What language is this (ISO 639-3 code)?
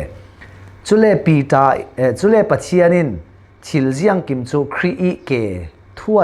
cfm